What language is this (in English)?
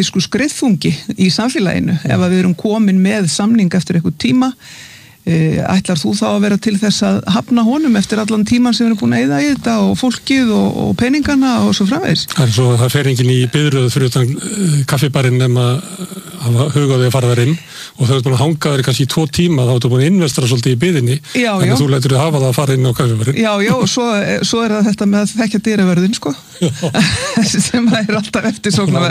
Icelandic